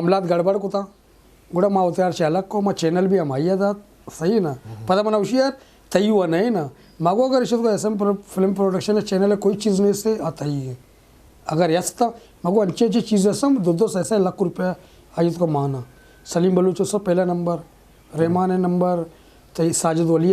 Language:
Eastern Balochi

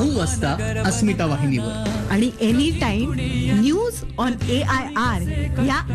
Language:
Marathi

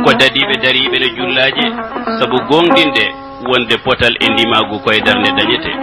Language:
Fula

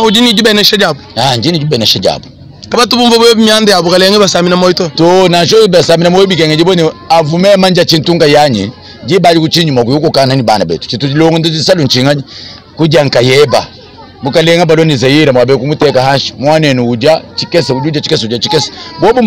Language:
Luba-Lulua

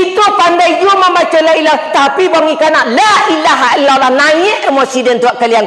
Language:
Minangkabau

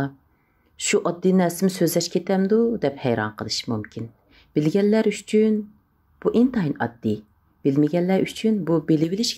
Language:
Uyghur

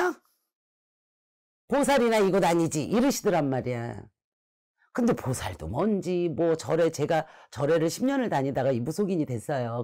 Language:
Korean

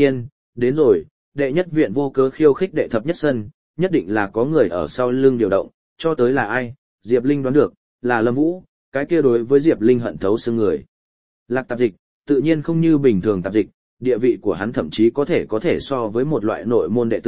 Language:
Vietnamese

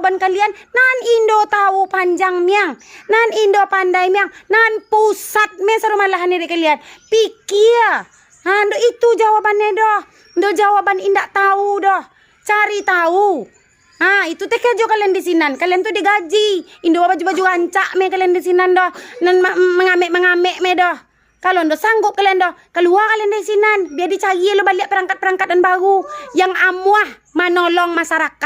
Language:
Minangkabau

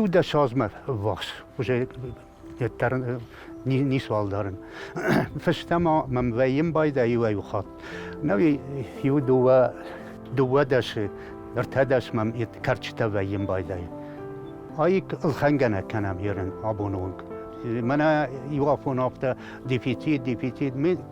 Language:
Ossetic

